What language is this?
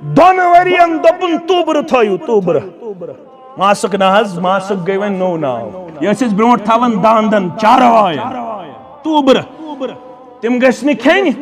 Kashmiri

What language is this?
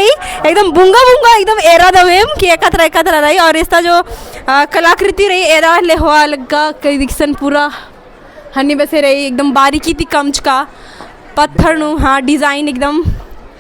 Kurukh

